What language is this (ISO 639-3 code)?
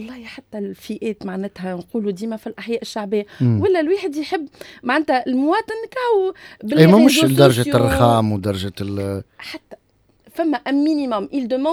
aeb